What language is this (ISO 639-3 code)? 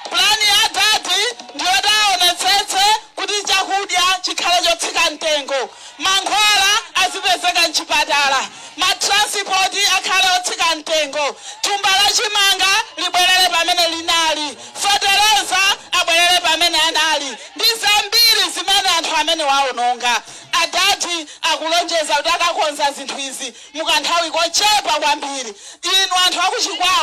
nya